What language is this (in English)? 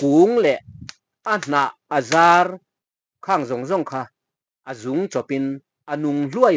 Mizo